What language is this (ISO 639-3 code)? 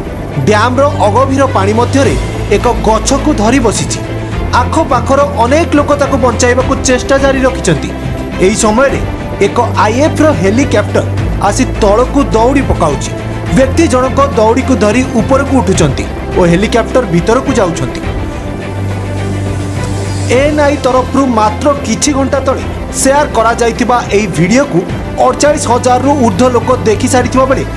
ori